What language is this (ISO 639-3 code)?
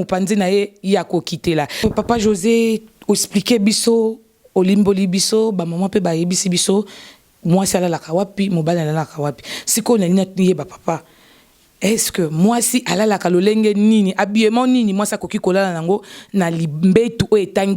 lin